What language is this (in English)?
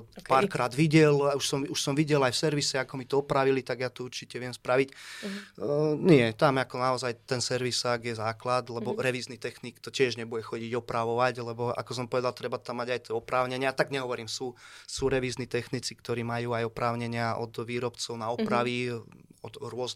Slovak